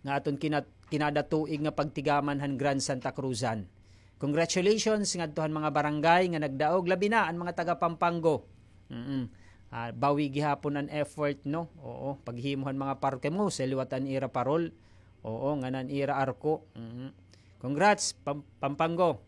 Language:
Waray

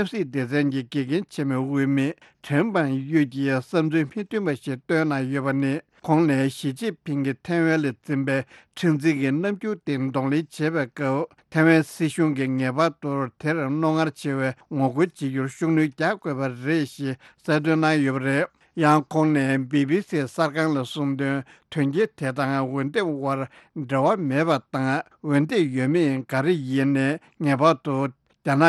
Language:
Tibetan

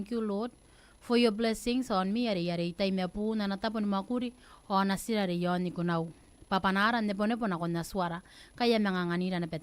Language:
Gilbertese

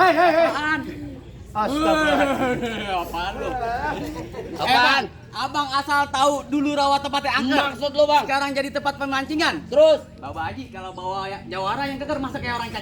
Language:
Betawi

